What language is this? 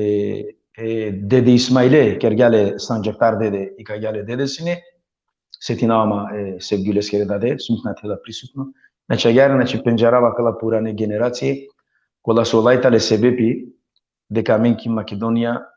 Balkan Romani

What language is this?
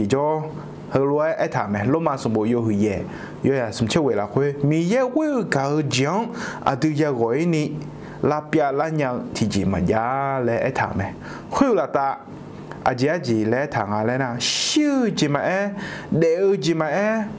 Akha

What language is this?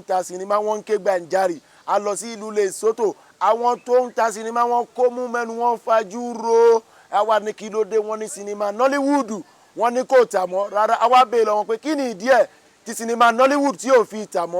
Yoruba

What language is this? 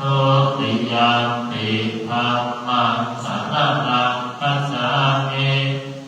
Pali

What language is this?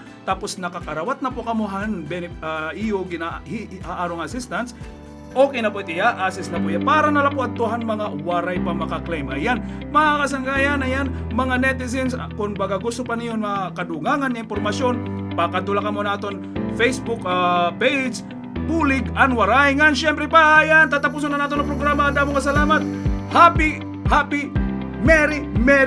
Waray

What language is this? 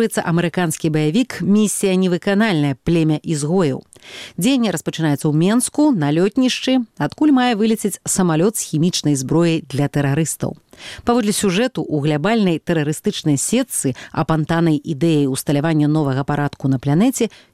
Belarusian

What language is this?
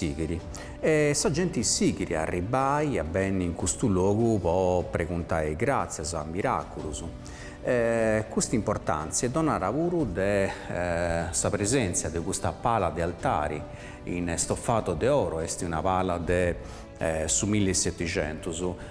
Sardinian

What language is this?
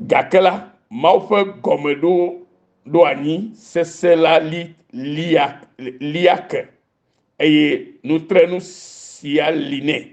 Ewe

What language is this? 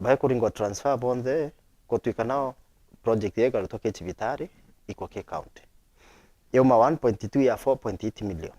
Meru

